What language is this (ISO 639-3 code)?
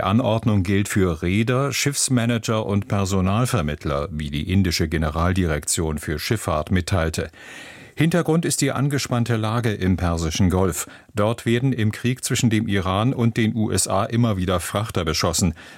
deu